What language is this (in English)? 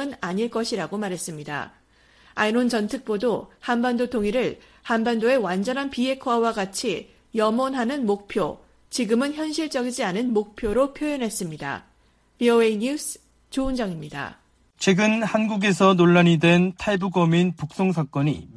Korean